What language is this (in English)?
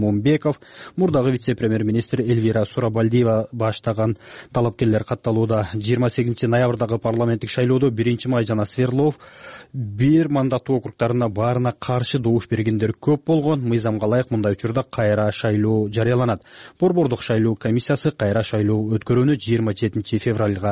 Kyrgyz